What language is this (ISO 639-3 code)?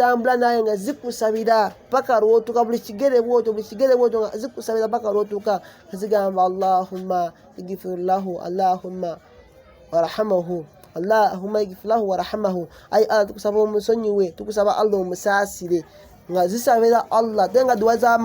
lug